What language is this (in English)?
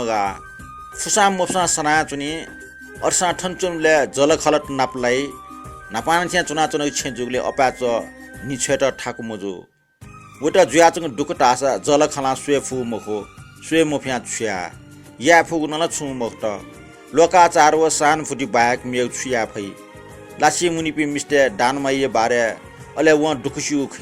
Newari